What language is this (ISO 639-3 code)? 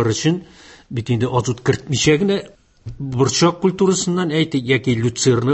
tat